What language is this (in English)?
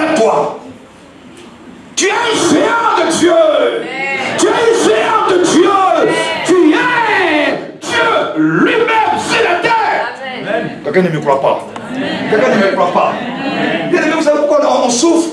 French